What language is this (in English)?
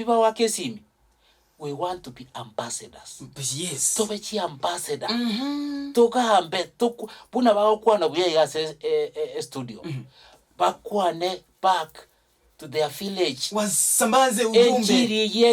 Gusii